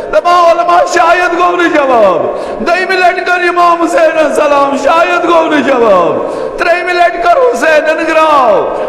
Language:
Kashmiri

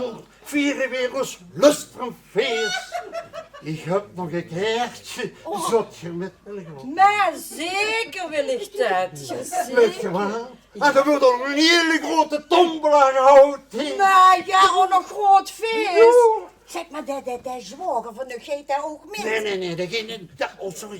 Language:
Limburgish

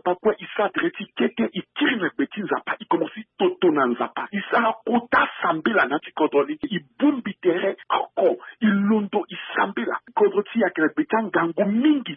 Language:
Sango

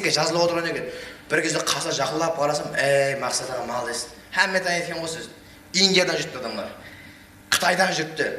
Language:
Kara-Kalpak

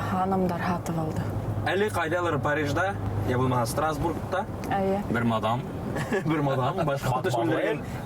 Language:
Bashkir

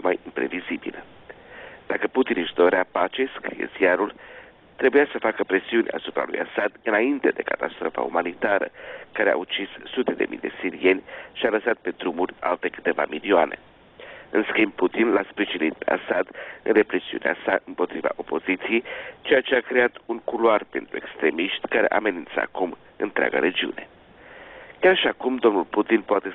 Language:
Romanian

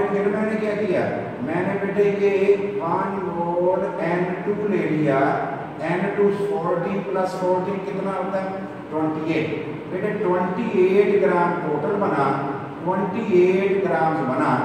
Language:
Hindi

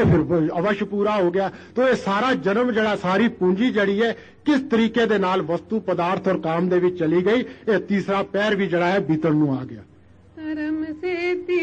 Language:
Punjabi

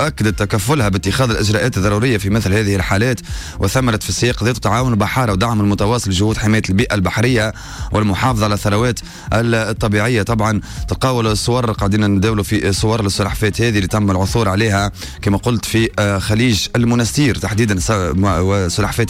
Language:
Tunisian Arabic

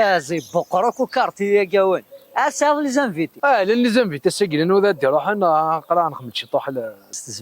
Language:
Kabyle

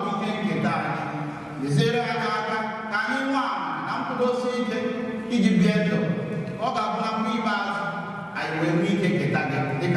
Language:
Igbo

